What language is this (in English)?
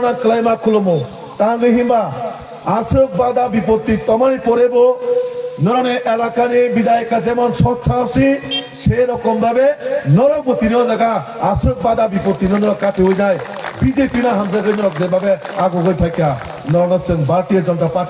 Kok Borok